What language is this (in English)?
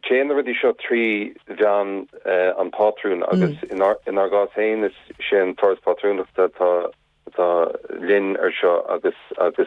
Irish